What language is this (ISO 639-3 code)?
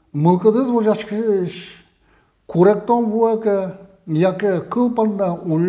udm